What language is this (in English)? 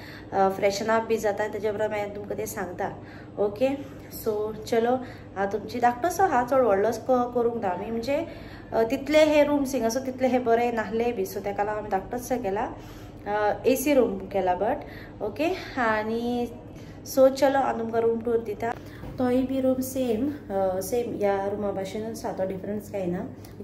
Konkani